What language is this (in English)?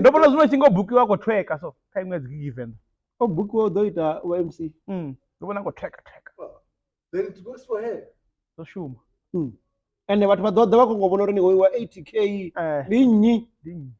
Venda